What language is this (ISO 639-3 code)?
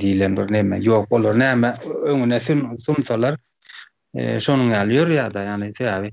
tuk